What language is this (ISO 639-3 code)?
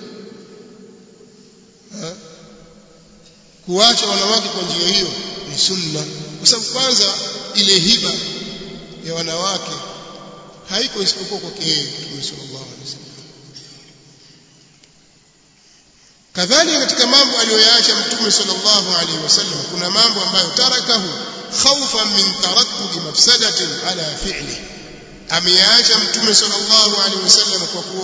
swa